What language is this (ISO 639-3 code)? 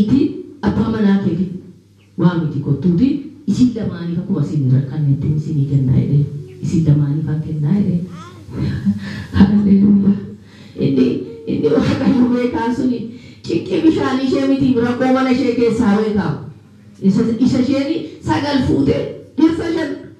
orm